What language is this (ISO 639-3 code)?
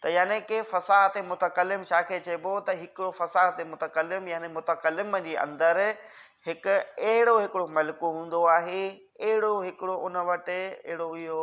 snd